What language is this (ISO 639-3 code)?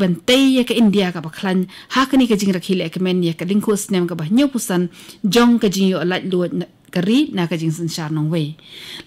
kha